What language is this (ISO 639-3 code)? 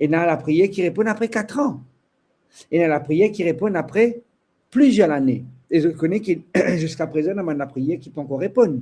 mfe